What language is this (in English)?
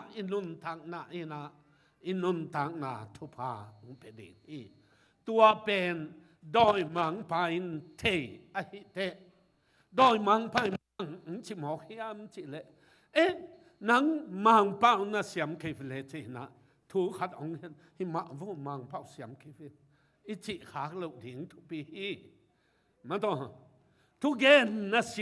Tedim Chin